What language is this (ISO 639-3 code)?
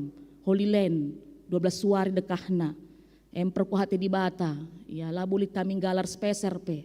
btx